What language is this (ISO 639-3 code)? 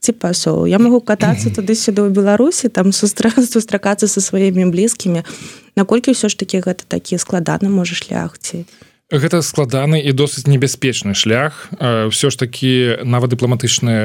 bel